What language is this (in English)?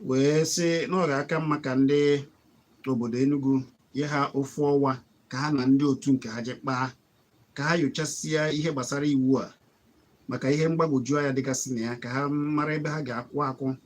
Igbo